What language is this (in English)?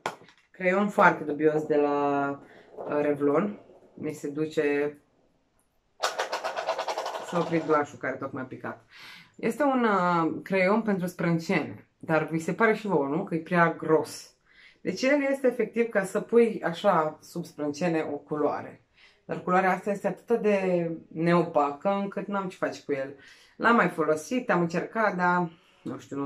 Romanian